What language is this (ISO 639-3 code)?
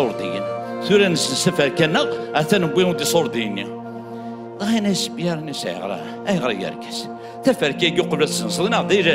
kab